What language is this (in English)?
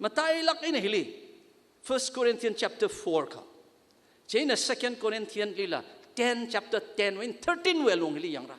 Tangkhul Naga (India)